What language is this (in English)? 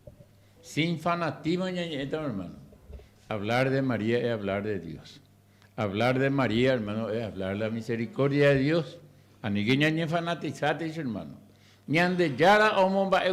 Guarani